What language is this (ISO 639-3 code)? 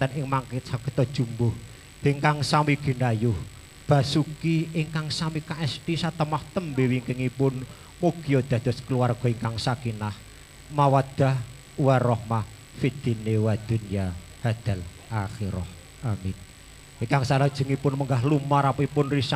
jav